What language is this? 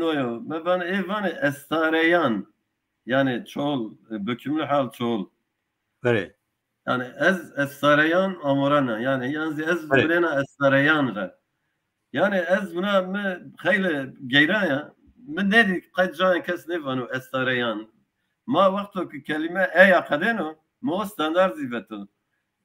Zaza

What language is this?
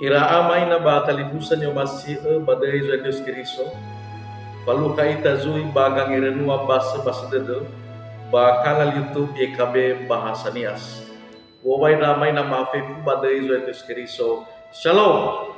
Nias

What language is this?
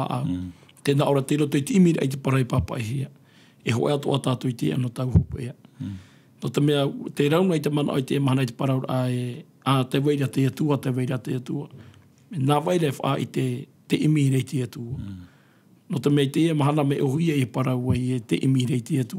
Tahitian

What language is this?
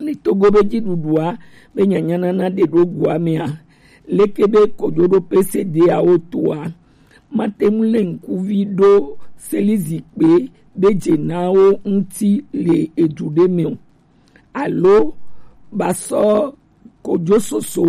Gen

